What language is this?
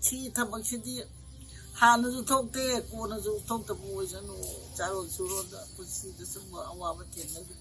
Manipuri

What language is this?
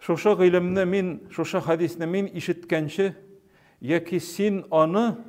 Tatar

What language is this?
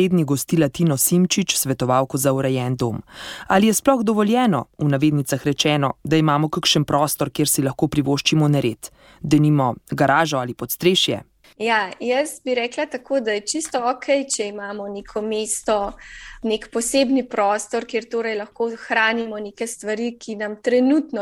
Slovenian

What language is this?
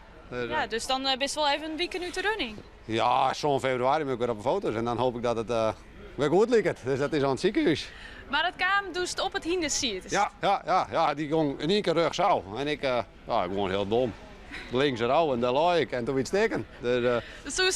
Western Frisian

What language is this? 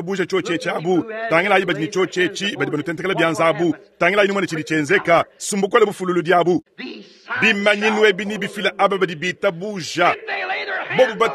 Luba-Lulua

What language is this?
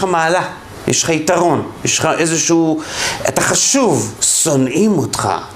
Hebrew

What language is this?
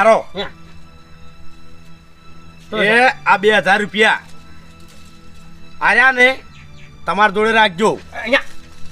Gujarati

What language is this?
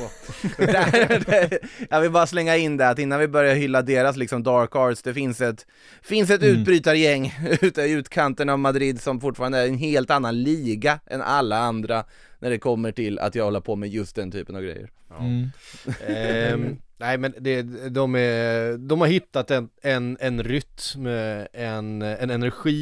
Swedish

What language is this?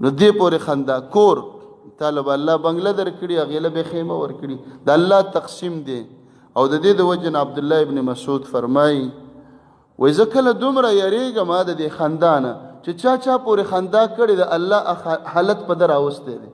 Pashto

